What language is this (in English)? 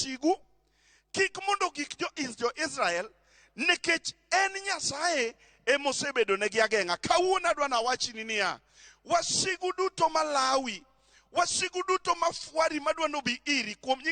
Luo (Kenya and Tanzania)